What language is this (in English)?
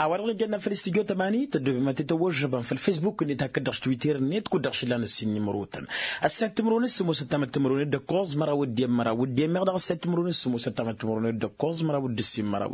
Tamasheq